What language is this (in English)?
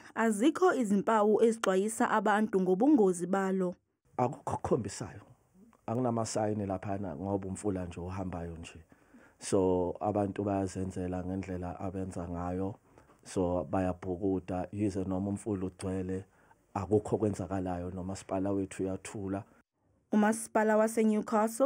Zulu